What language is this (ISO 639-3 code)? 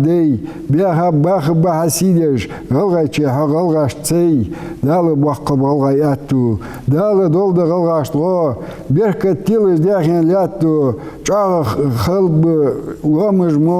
inh